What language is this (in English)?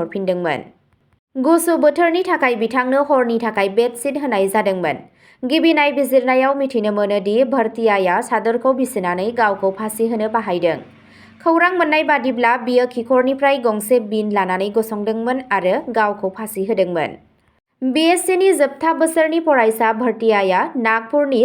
Bodo